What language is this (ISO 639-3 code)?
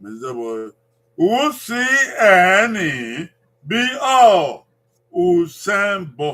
bin